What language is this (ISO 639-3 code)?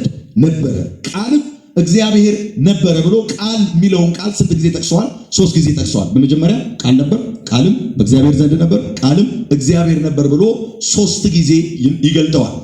amh